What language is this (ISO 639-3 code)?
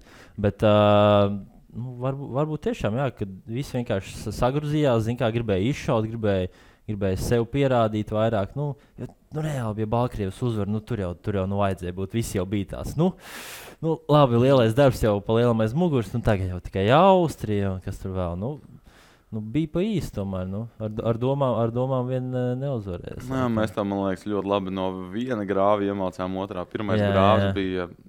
lav